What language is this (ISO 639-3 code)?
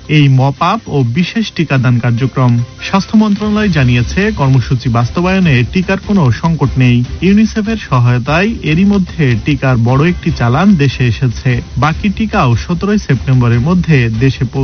ben